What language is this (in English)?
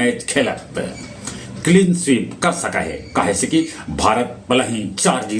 Magahi